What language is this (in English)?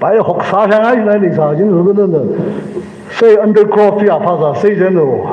Tangkhul Naga (India)